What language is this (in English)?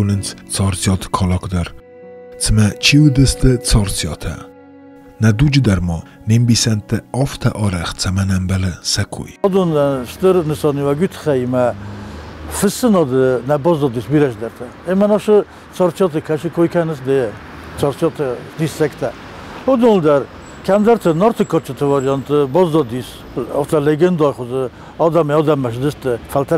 Ossetic